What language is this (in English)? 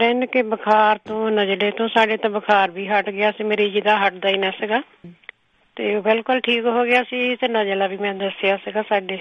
Punjabi